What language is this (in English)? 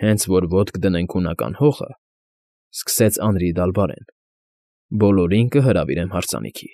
Armenian